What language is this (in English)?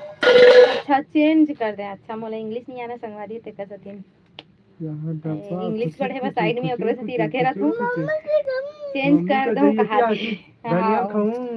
Chhattisgarhi